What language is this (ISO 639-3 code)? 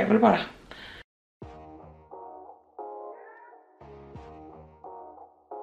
swe